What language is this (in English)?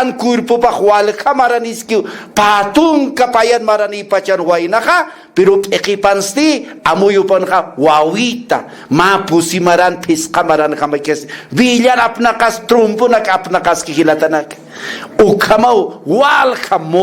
Aymara